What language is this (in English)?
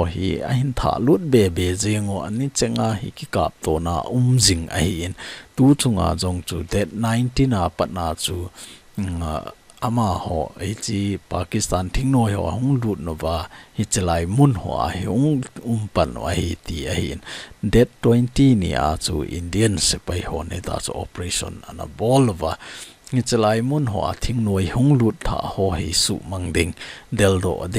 Thado Chin